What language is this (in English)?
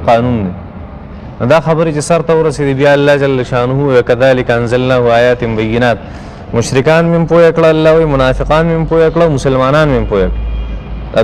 Pashto